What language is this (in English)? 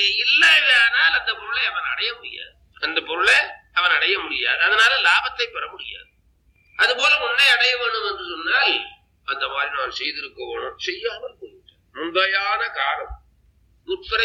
Tamil